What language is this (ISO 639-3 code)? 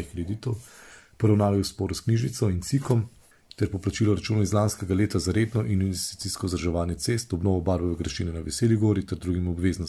slv